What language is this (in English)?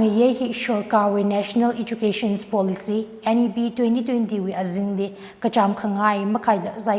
Tangkhul Naga (India)